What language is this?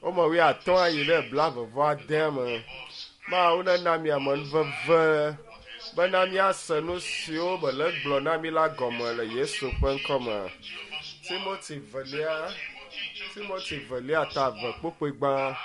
Ewe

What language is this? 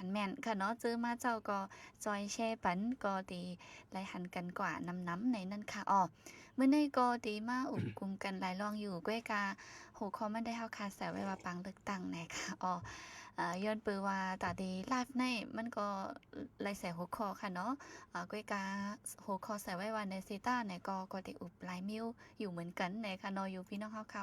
Shan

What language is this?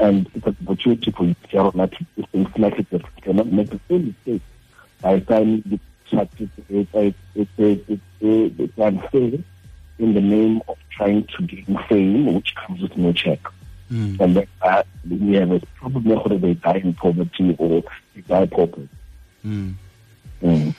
Tswana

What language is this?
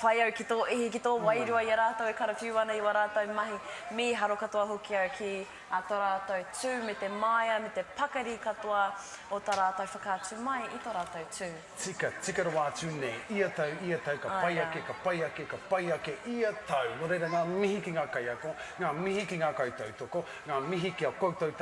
Māori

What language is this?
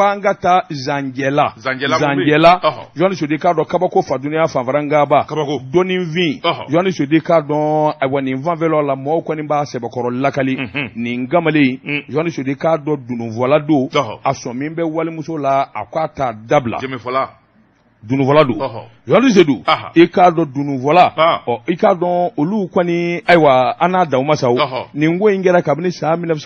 Bambara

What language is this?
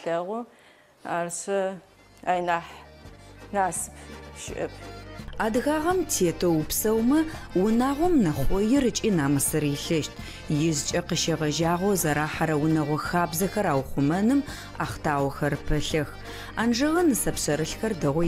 Adyghe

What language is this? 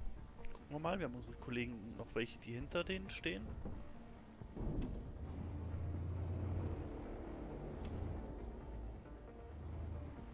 German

